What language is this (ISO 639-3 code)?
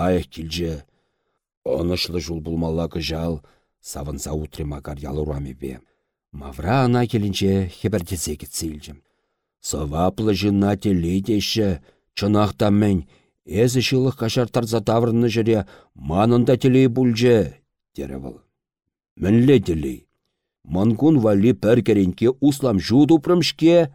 chv